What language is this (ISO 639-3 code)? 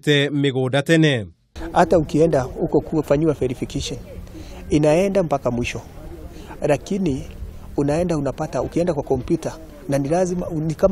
kik